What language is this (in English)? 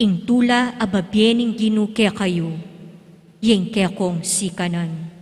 Pampanga